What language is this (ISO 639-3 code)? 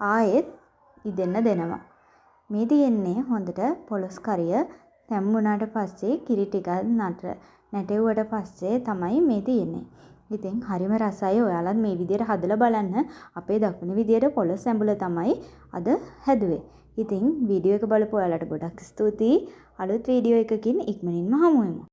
sin